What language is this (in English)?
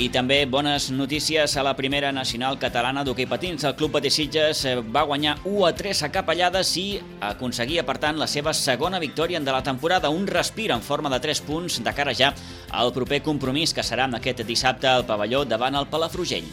Catalan